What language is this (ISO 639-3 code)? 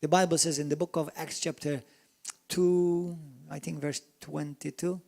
eng